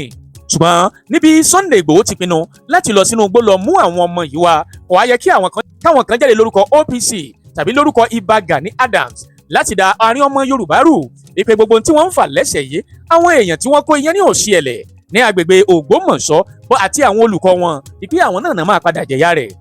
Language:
Yoruba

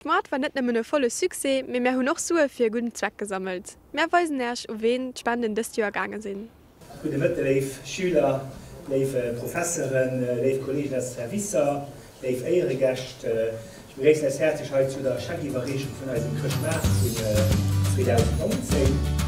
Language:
Luxembourgish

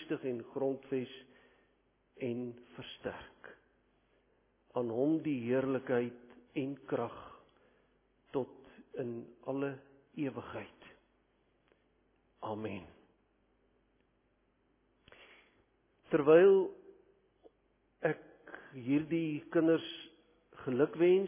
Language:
Afrikaans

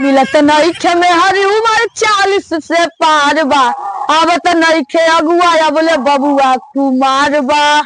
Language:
Magahi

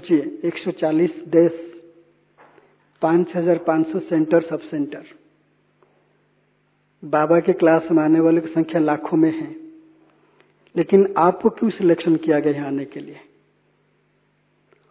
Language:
Hindi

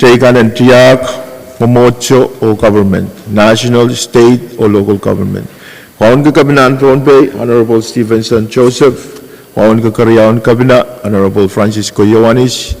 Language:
Pohnpeian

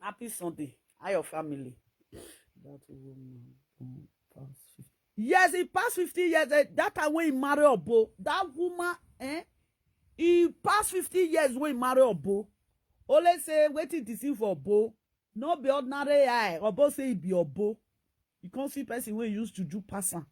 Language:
Nigerian Pidgin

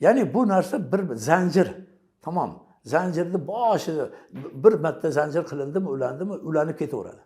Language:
Uzbek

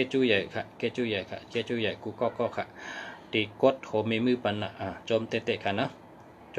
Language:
Shan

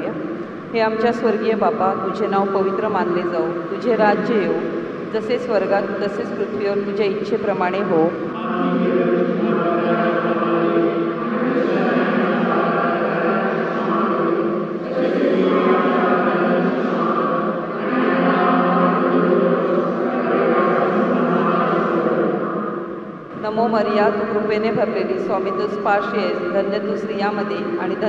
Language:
Marathi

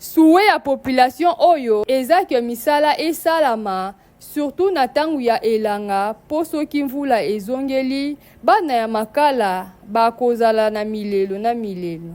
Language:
Lingala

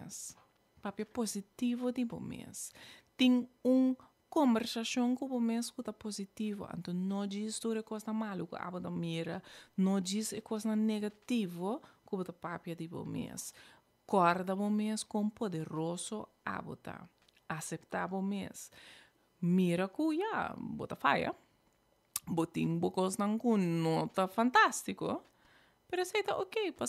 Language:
Papiamento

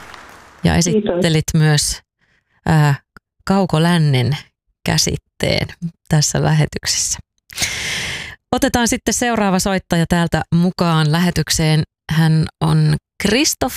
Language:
Finnish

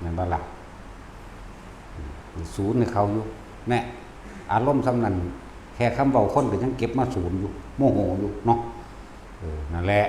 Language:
Northeastern Thai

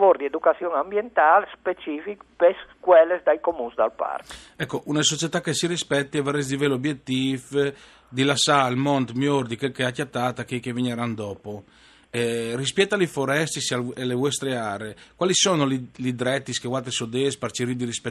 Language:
Friulian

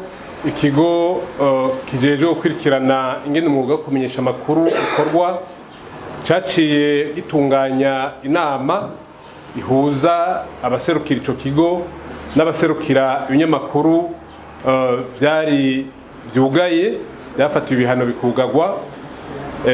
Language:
Rundi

